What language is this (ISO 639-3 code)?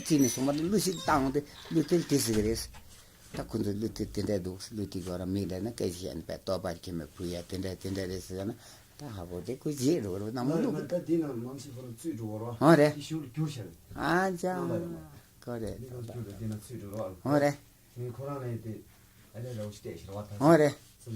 bod